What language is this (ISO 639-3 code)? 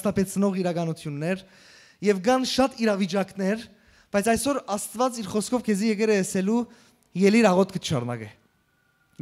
hyw